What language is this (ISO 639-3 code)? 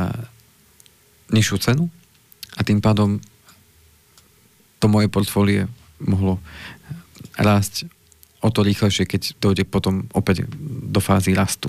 slk